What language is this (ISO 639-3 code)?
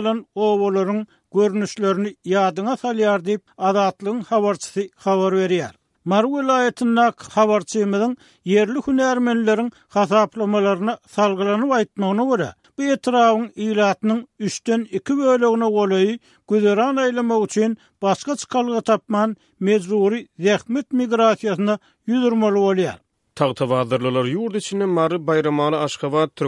tuk